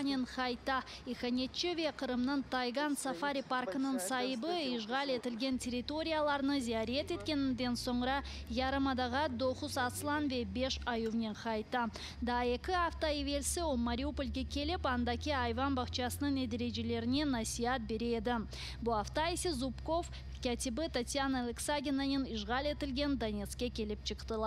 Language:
Crimean Tatar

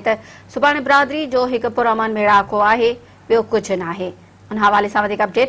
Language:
Sindhi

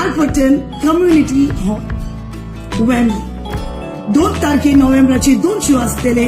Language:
Konkani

